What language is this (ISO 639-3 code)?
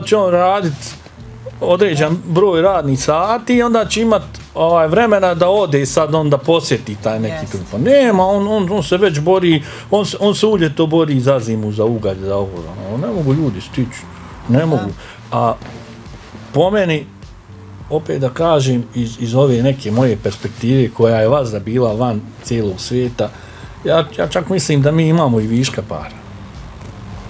bos